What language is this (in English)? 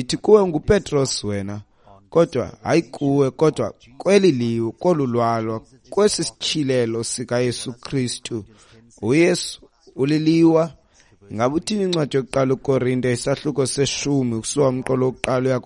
Xhosa